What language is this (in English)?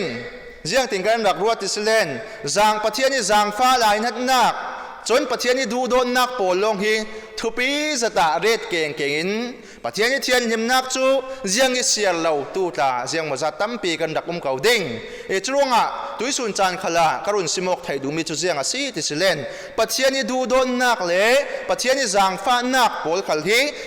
Falam Chin